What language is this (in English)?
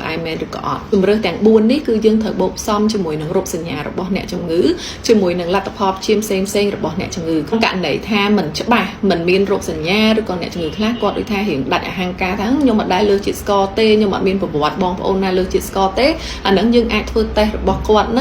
Khmer